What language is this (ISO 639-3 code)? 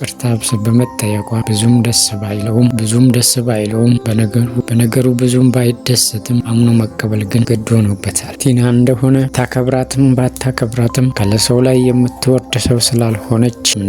amh